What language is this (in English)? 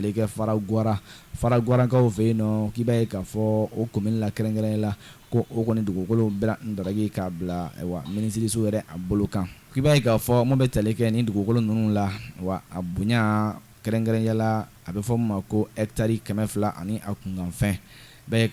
Bambara